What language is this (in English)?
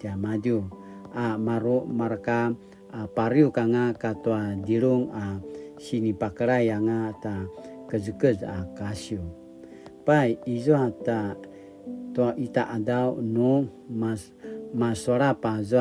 Paiwan